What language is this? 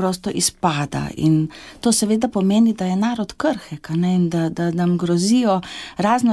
Slovenian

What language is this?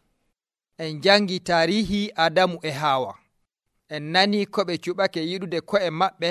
Nigerian Fulfulde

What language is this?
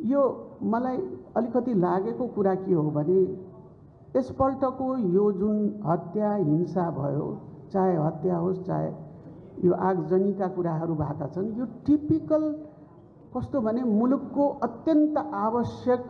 Nepali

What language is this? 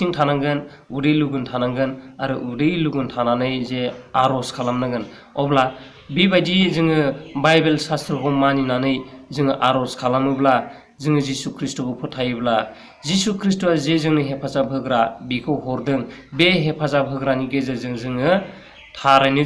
Bodo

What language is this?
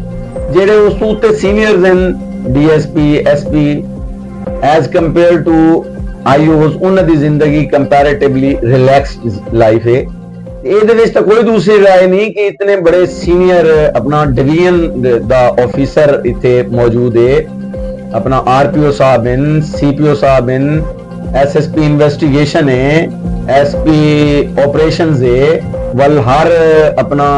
Saraiki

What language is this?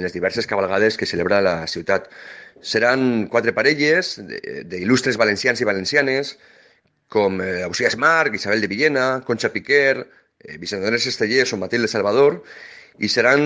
Catalan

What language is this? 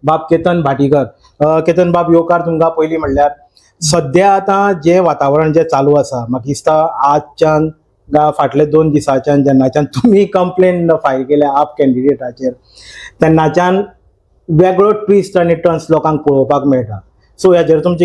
Konkani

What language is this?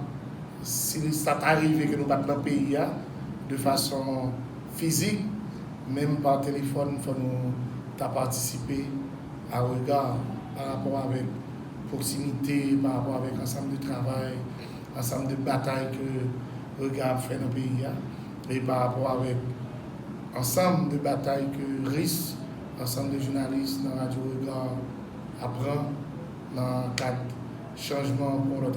Haitian Creole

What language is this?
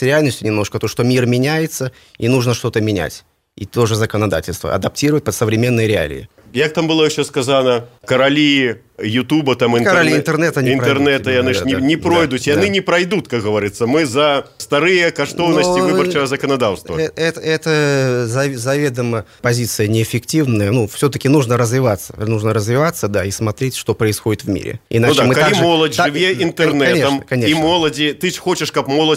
Belarusian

